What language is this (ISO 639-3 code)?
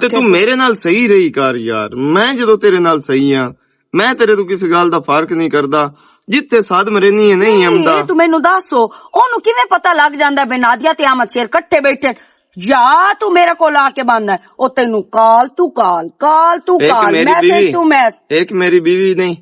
lah